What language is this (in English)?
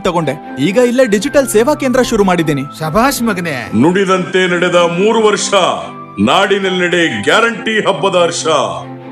Kannada